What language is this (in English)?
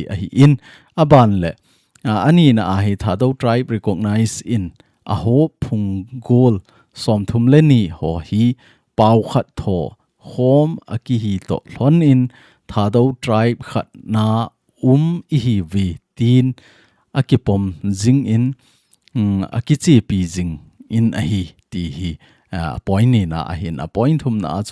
Thado Chin